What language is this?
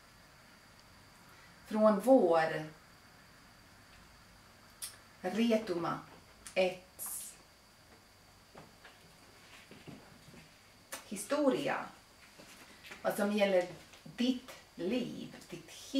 Swedish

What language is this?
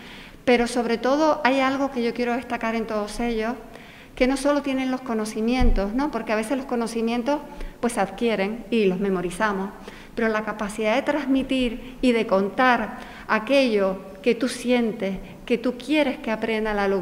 Spanish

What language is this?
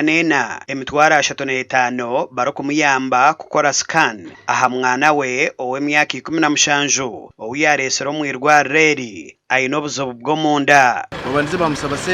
Nyankole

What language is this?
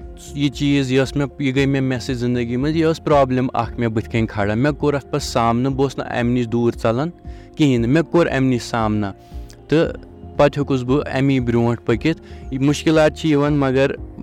Kashmiri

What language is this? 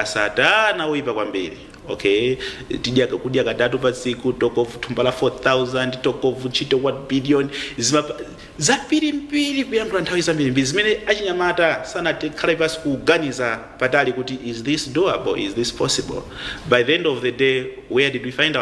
Nyanja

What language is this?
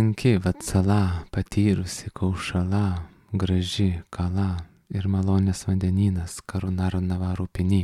Lithuanian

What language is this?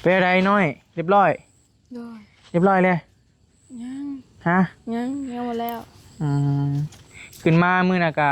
Northeastern Thai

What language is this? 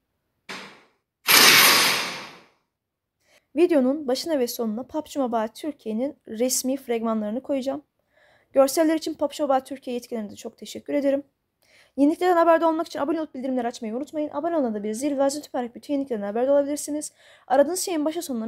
Turkish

